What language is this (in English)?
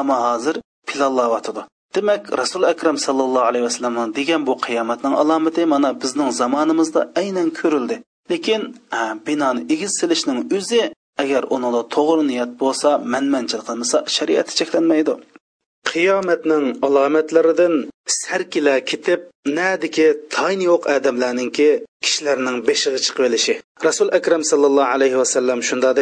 Uyghur